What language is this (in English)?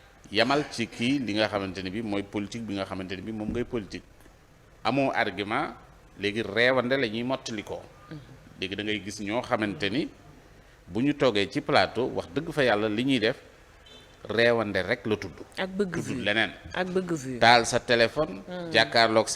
Wolof